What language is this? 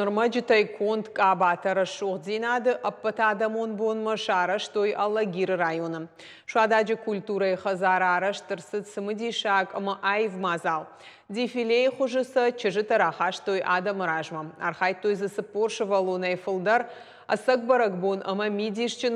Ossetic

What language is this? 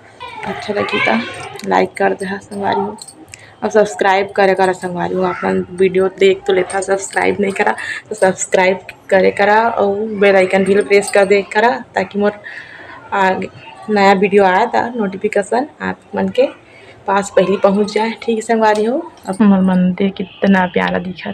Chhattisgarhi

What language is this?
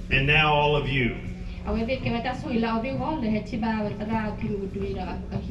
S'gaw Karen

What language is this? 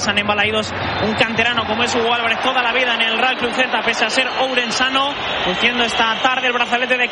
Spanish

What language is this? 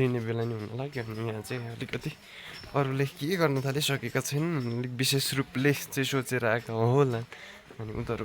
Nepali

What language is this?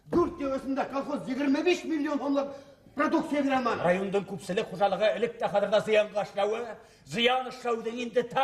Bashkir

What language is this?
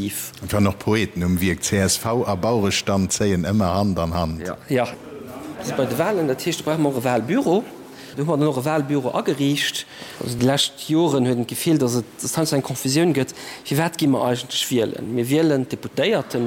Luxembourgish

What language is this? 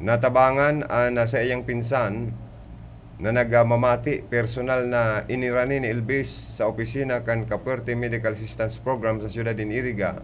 Bikol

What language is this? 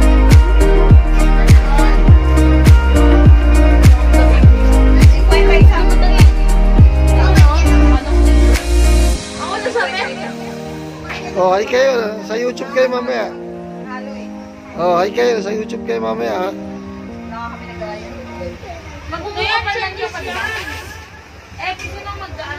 Filipino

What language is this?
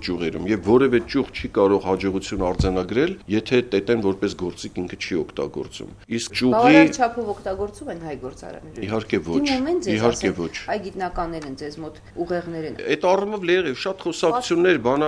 Armenian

